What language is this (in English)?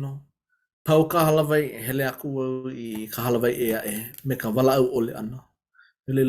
Hawaiian